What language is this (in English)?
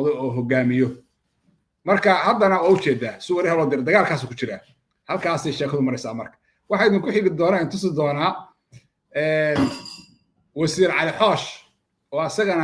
Somali